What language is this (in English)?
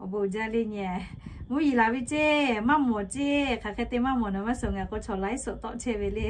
Lahu